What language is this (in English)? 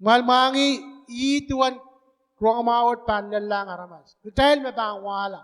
Pohnpeian